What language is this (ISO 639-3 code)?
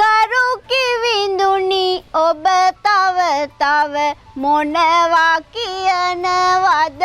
sin